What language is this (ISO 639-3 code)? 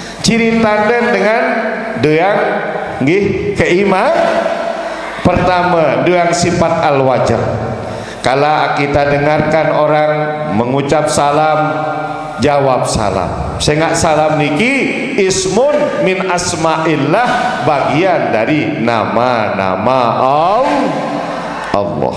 sas